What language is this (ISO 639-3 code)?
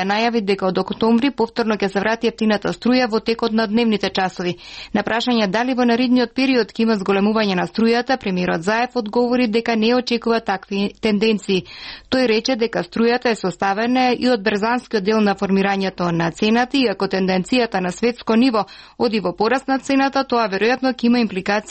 mkd